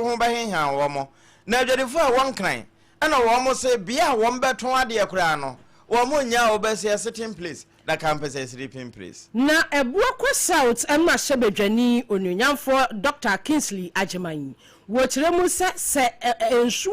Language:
Akan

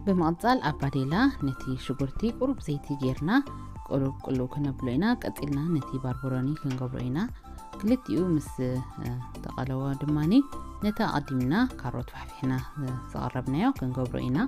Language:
Tigrinya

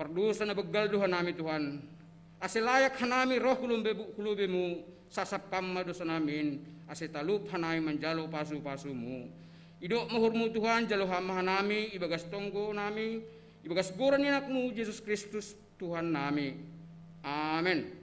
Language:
Batak Simalungun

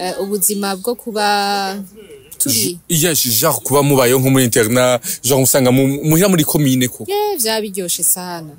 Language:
Rundi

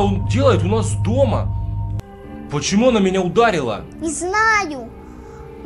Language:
Russian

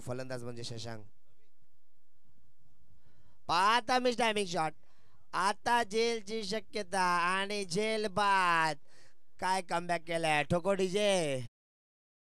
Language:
Marathi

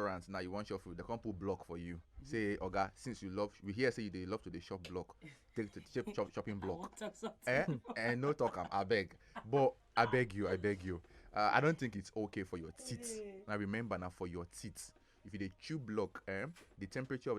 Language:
Nigerian Pidgin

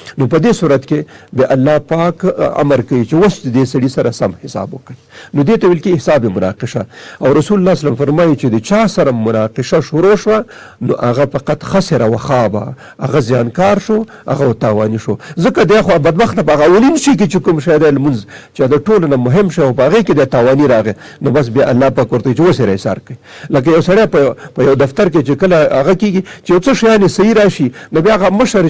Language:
Pashto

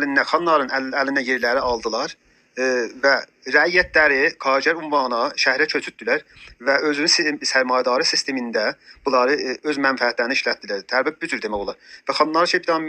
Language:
South Azerbaijani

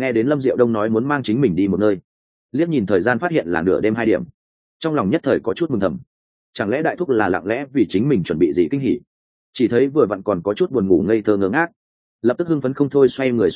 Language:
Vietnamese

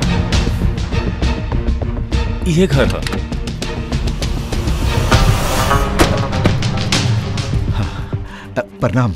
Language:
Bhojpuri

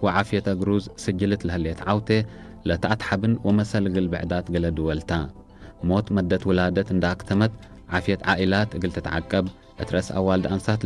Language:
Tigre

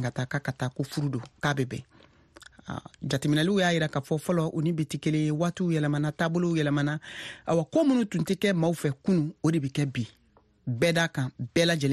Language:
Bambara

